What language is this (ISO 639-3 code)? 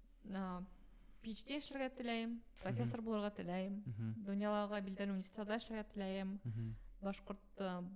bak